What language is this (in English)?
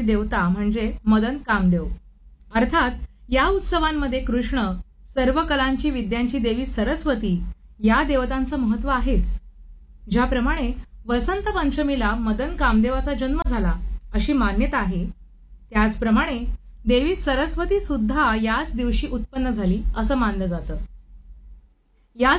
Marathi